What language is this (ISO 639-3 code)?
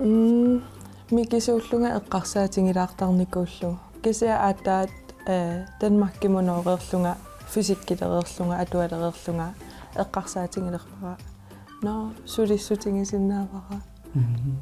kal